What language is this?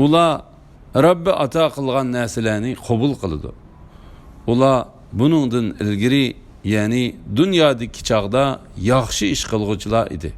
Uyghur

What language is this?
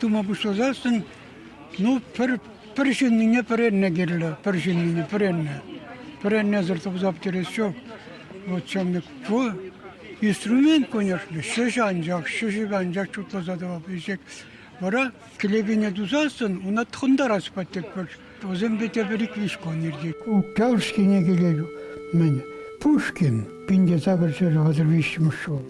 Chuvash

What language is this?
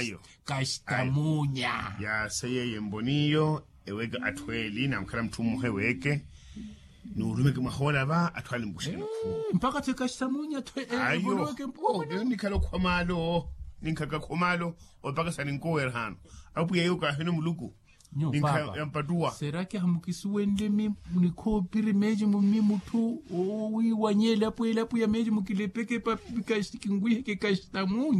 Makhuwa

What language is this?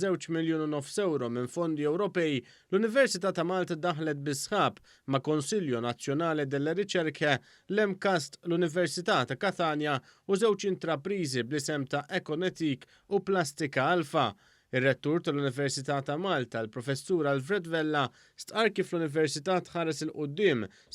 Maltese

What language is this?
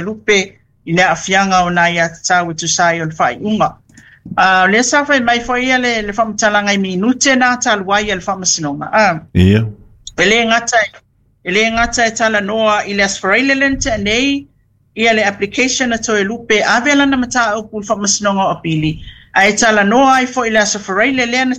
Samoan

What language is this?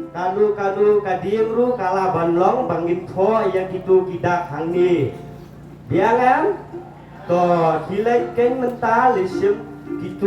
Khasi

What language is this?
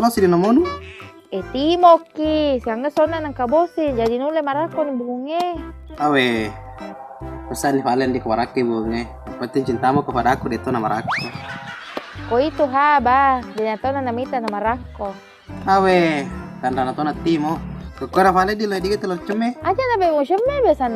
Buginese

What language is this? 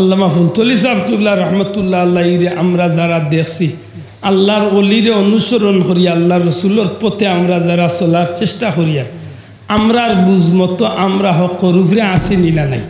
Sylheti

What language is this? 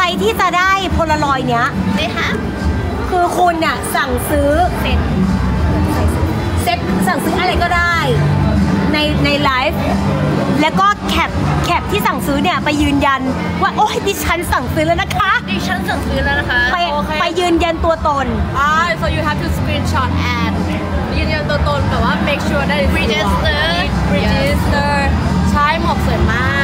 Thai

